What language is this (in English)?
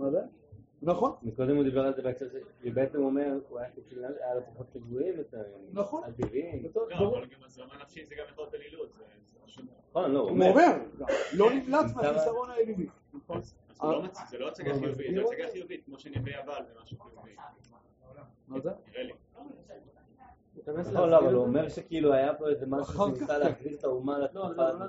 Hebrew